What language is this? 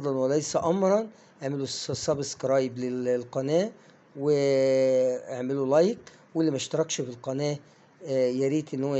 Egyptian Arabic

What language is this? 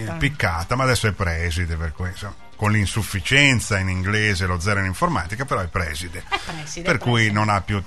Italian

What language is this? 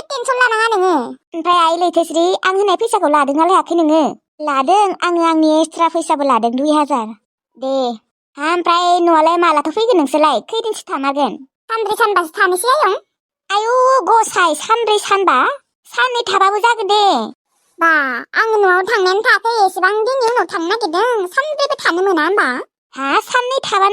Bodo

